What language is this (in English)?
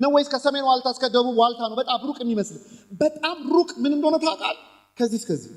Amharic